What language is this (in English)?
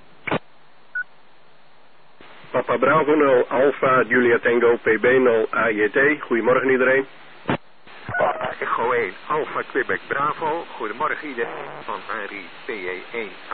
Dutch